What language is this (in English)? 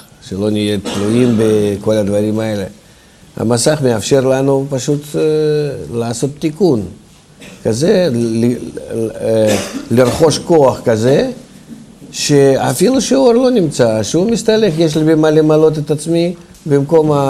Hebrew